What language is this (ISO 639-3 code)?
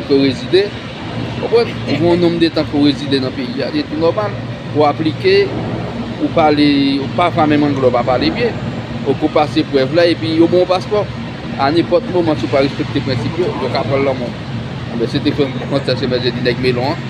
hat